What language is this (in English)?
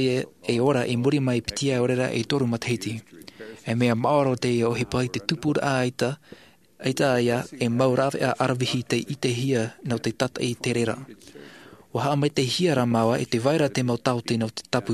Tahitian